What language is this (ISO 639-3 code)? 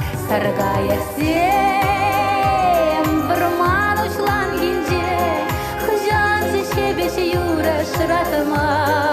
chv